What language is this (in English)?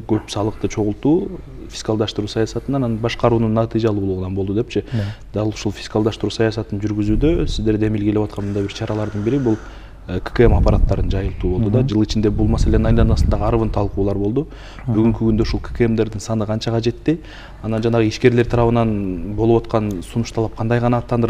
Kyrgyz